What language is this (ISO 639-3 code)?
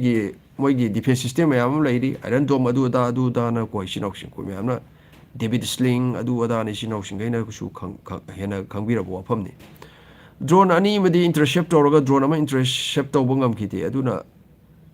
mni